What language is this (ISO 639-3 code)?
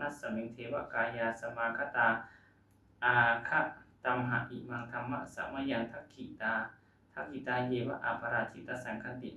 pli